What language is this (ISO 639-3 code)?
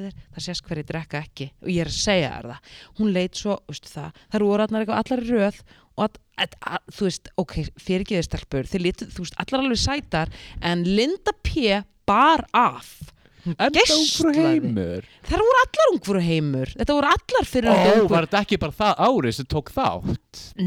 isl